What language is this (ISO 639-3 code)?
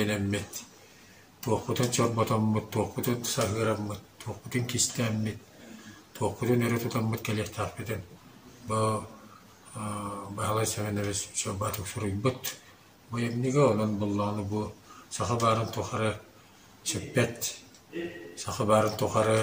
sah